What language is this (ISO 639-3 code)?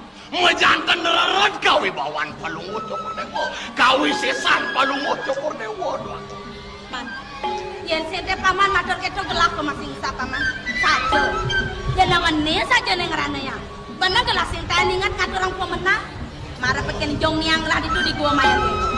ban